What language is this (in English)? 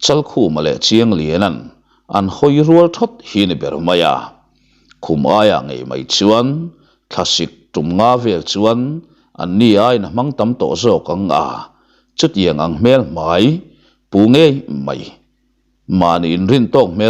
Mizo